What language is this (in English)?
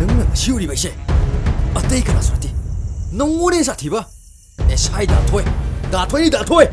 Manipuri